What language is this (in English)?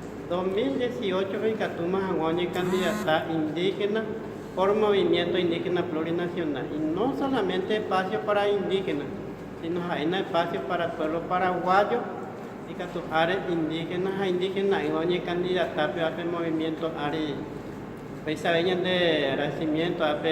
Guarani